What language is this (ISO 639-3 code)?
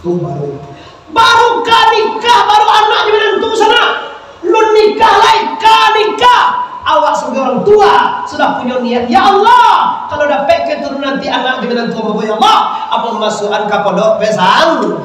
min